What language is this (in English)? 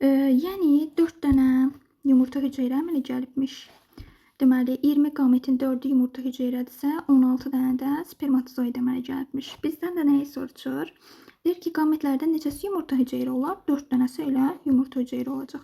Azerbaijani